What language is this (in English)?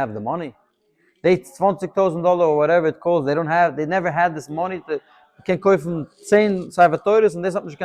Yiddish